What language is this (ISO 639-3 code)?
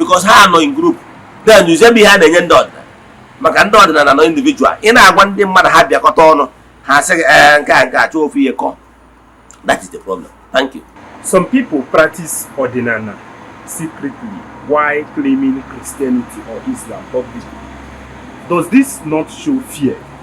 ibo